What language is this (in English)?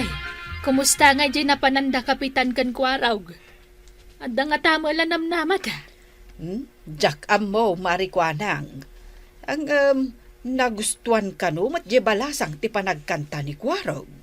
Iloko